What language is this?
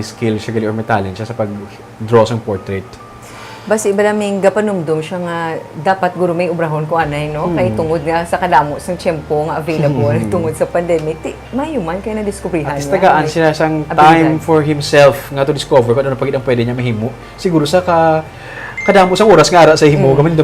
Hiligaynon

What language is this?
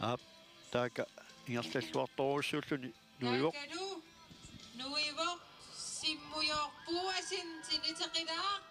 Kalaallisut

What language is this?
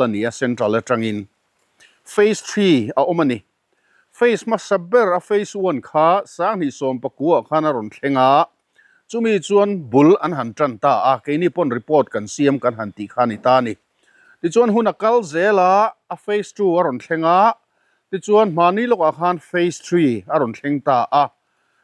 Mizo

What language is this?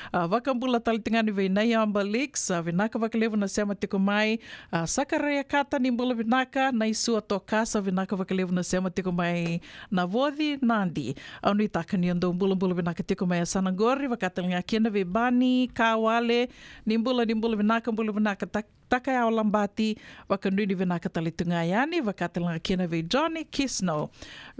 Fijian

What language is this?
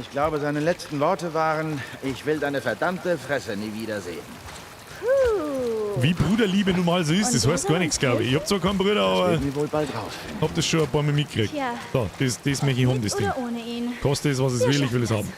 Bavarian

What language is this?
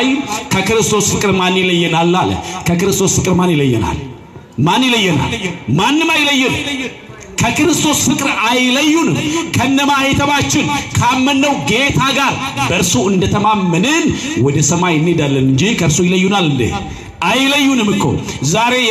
Amharic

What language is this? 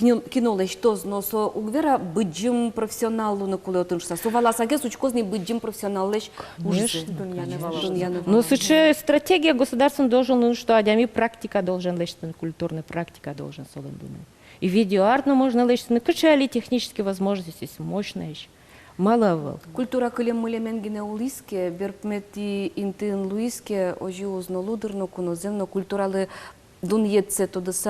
Udmurt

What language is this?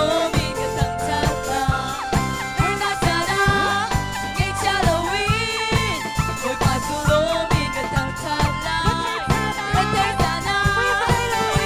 Hakha Chin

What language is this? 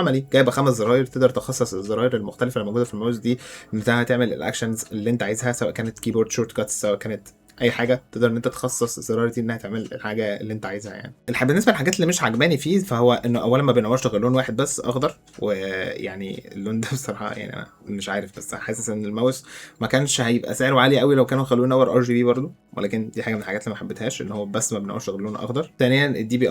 Egyptian Arabic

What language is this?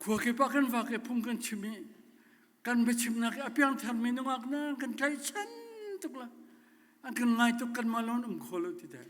Hakha Chin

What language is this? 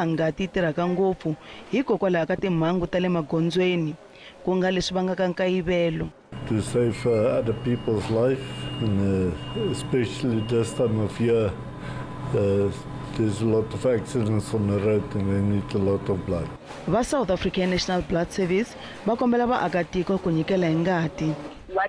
Tsonga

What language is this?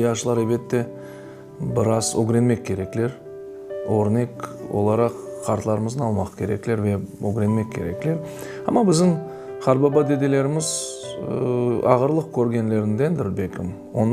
Crimean Tatar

